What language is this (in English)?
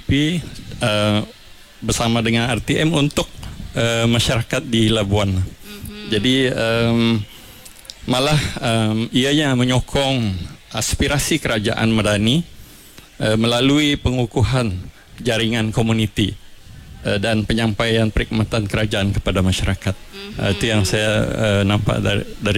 Malay